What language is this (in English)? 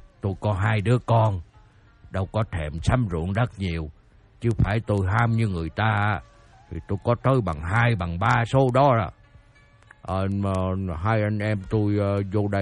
Vietnamese